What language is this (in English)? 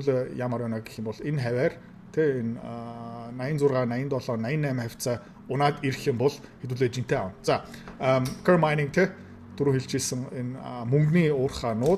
Mongolian